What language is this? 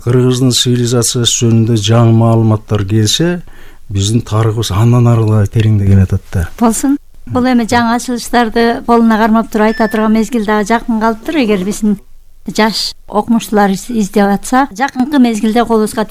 Kyrgyz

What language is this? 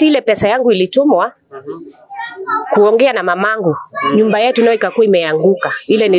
Swahili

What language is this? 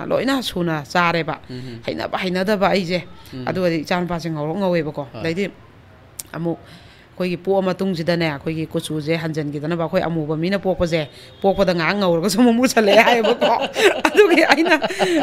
Manipuri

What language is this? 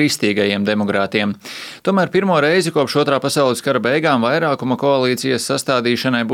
Latvian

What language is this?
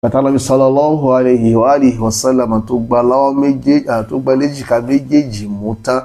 Yoruba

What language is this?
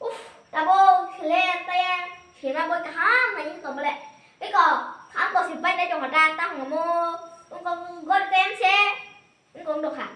Kok Borok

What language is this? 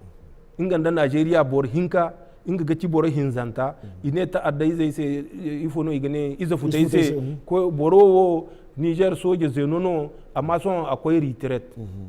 Zarma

